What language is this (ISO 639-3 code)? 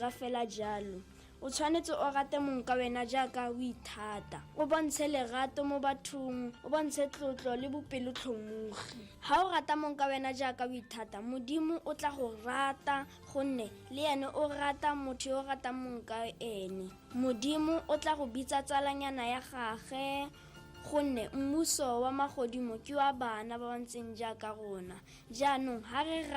tsn